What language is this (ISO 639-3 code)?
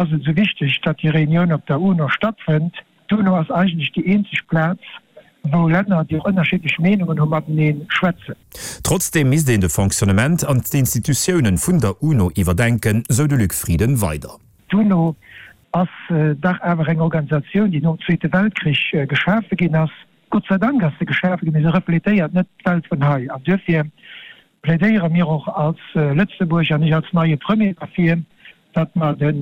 ltz